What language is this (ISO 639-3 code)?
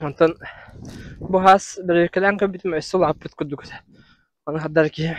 sah